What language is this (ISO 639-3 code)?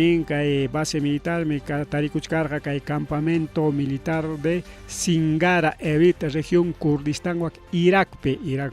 quy